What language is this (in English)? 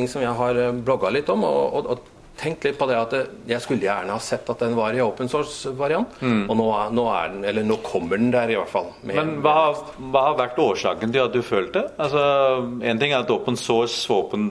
Norwegian